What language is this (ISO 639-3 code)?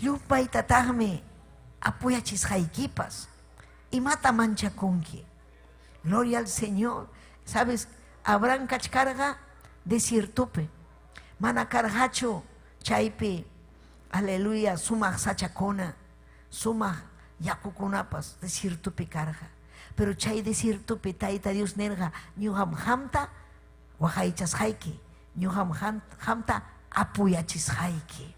quy